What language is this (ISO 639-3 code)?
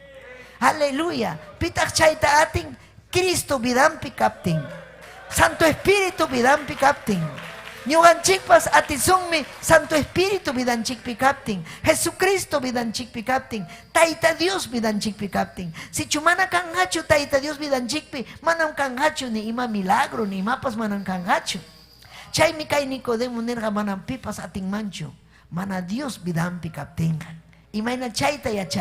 quy